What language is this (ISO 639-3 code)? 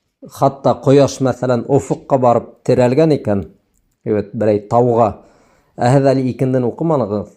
bak